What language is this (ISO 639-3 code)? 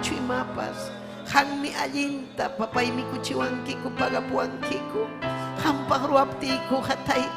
quy